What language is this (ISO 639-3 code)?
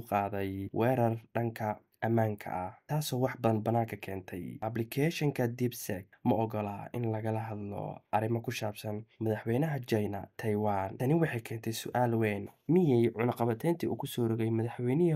som